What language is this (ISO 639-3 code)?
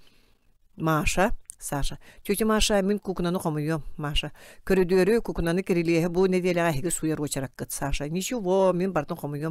sah